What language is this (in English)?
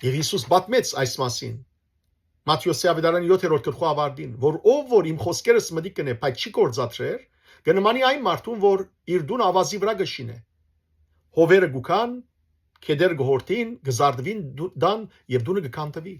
Western Armenian